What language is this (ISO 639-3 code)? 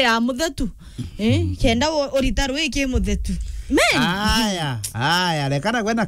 mer